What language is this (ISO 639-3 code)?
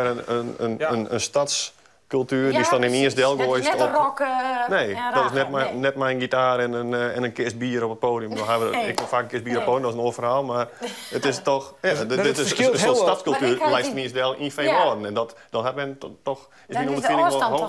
fry